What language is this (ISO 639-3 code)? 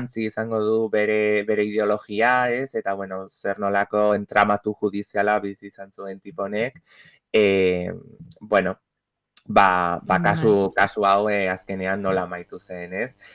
eus